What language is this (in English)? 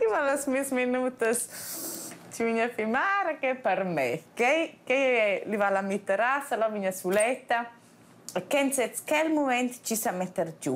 Romansh